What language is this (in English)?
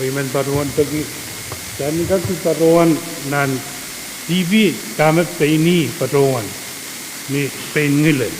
Pohnpeian